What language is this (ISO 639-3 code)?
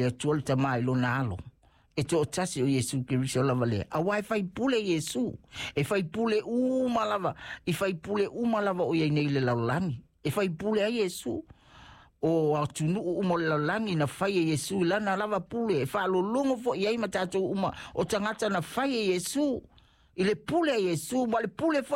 smo